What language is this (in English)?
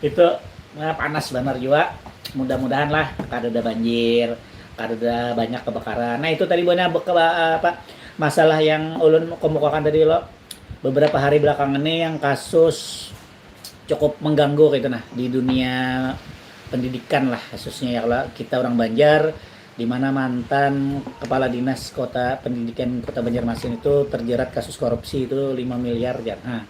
Banjar